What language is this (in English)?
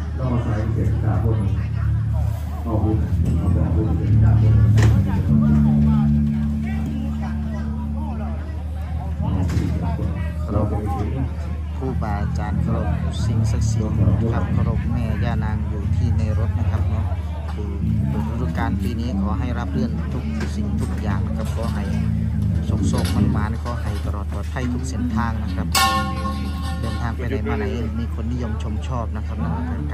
Thai